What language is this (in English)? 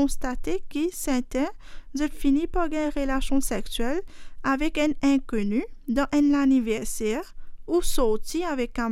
Morisyen